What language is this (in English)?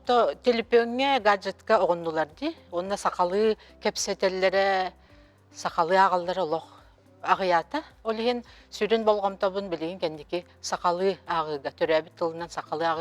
Yakut